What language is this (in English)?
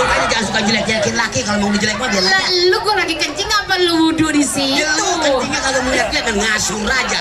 Betawi